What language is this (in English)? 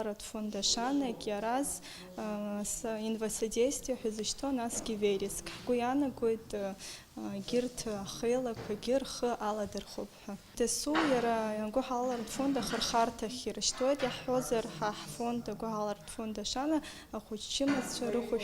Abkhazian